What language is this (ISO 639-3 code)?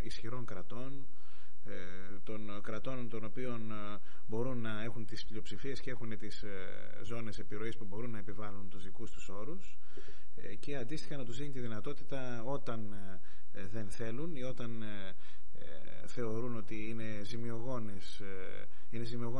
ell